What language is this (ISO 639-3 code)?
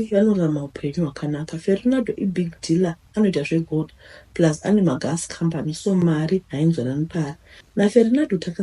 sna